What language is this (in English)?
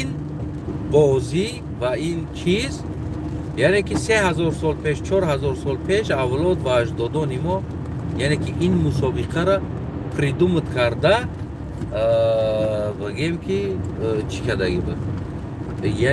Tajik